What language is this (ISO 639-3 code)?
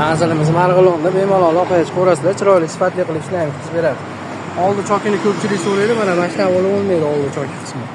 uzb